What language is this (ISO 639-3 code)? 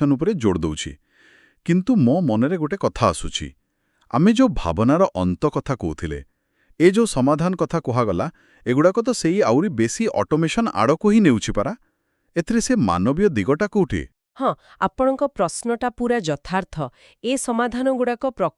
ori